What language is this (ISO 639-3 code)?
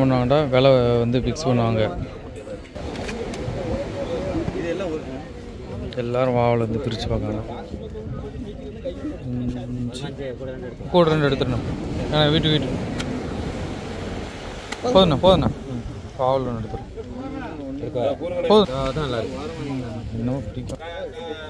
tam